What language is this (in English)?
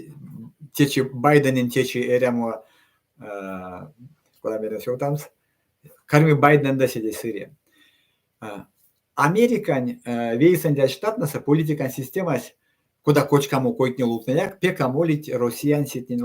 Erzya